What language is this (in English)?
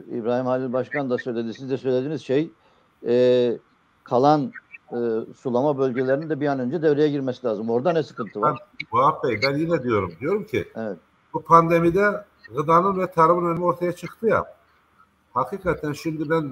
Turkish